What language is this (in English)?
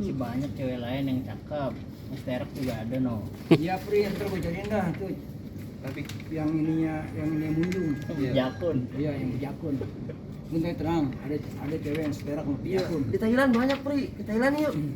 Betawi